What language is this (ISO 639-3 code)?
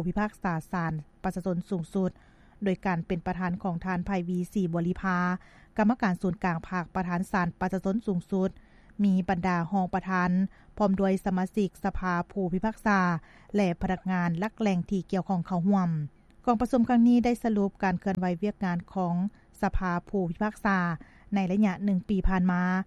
lao